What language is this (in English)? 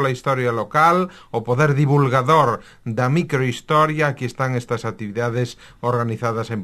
Galician